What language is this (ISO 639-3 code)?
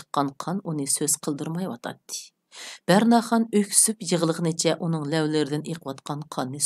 uig